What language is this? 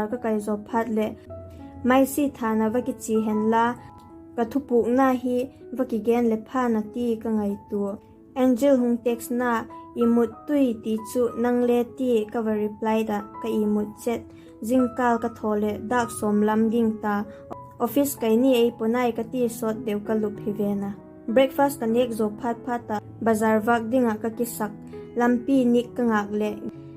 Vaiphei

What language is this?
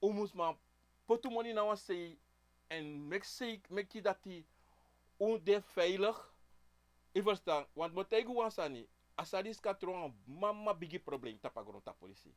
Sranan Tongo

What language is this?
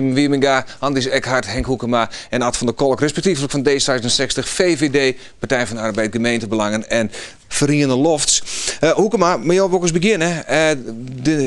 Western Frisian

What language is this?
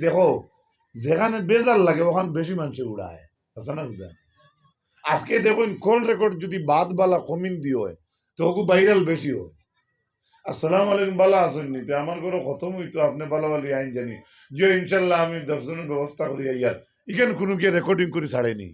Sylheti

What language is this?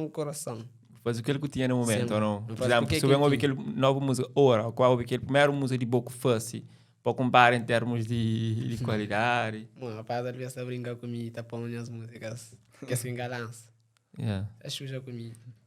Kabuverdianu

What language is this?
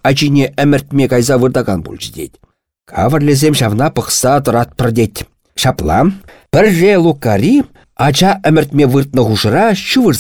Chuvash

